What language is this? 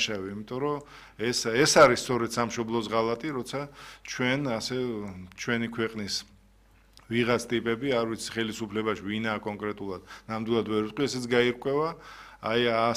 Georgian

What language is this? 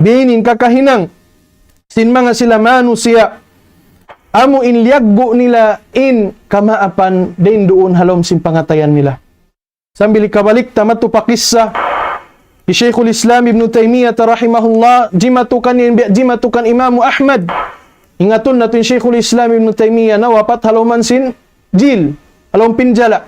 Tausug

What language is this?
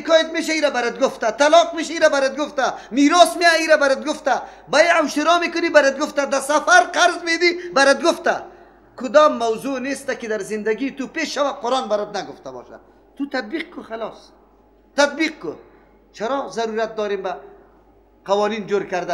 Persian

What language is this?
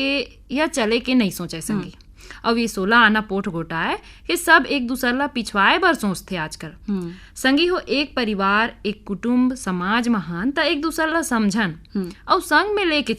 Chhattisgarhi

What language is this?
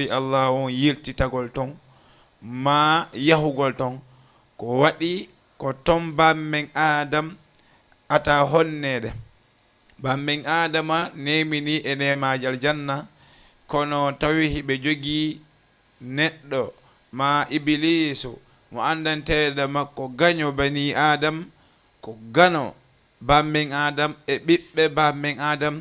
Fula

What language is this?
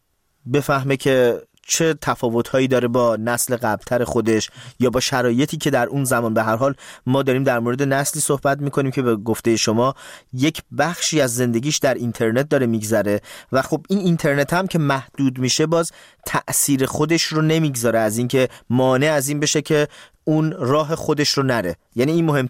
Persian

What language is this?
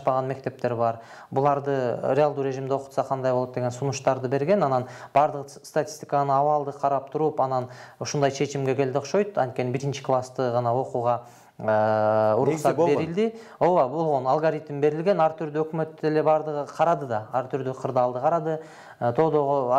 Kyrgyz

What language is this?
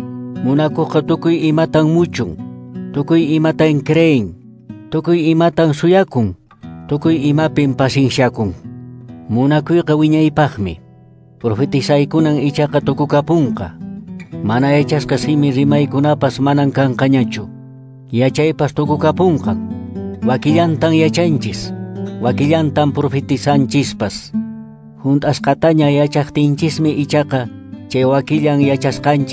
Quechua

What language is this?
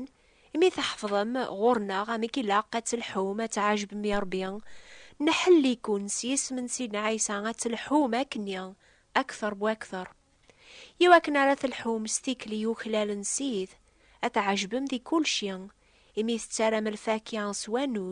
Kabyle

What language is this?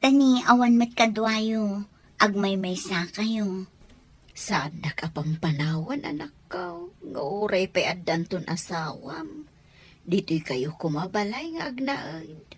Iloko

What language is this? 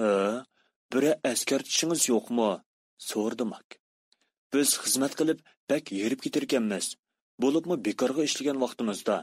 Uyghur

